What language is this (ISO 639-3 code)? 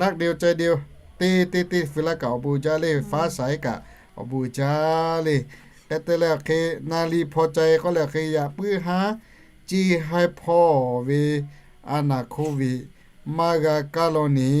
lhu